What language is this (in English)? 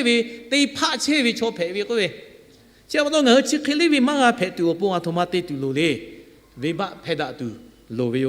Lahu